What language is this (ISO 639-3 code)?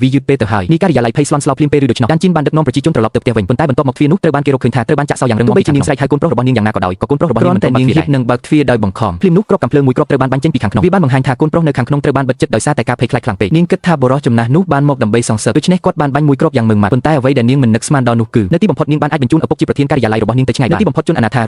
khm